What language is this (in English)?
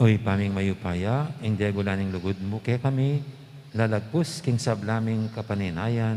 Pampanga